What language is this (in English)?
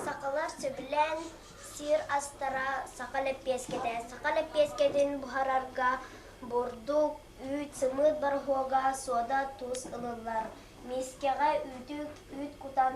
Yakut